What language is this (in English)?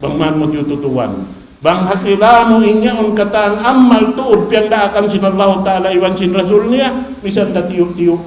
Tausug